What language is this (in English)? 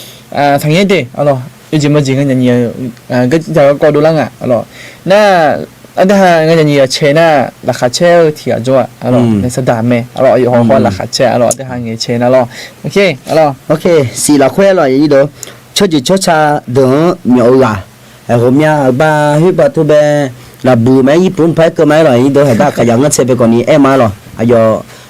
Akha